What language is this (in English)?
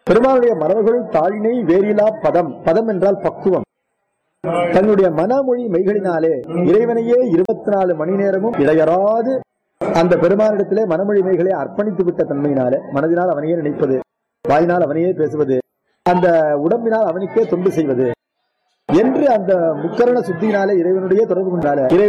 Tamil